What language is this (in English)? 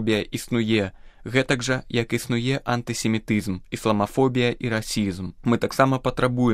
Belarusian